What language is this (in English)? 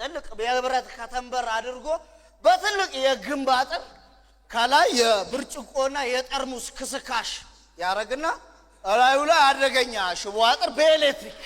Amharic